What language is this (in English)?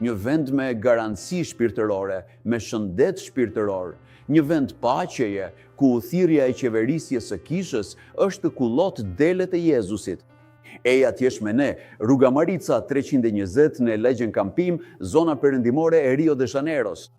Albanian